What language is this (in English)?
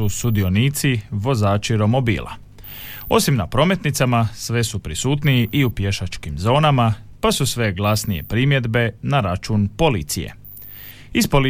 Croatian